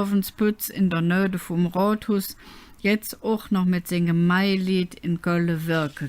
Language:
Colognian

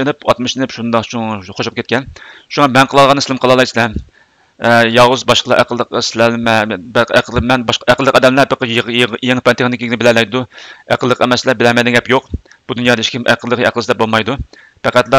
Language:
Uyghur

